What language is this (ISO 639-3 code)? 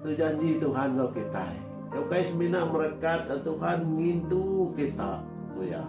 iba